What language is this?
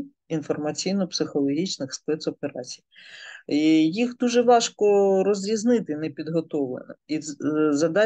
Ukrainian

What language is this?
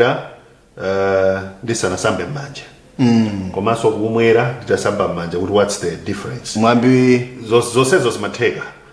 Nyanja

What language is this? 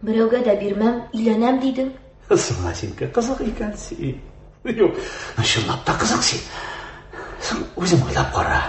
Tatar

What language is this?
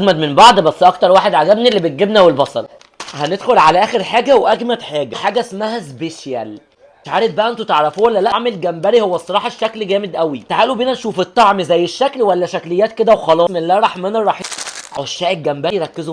Egyptian Arabic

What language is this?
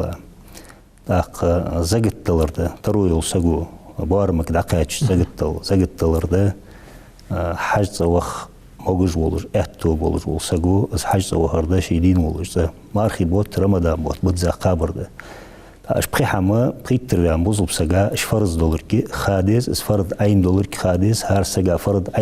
Ingush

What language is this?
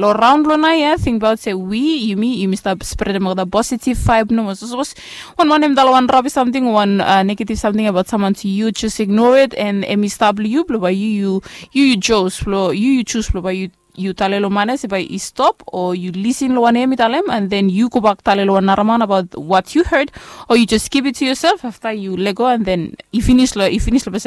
Bislama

